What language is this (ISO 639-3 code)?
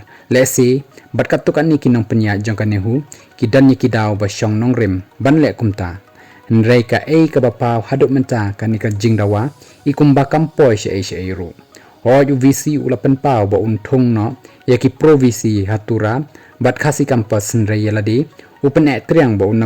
kha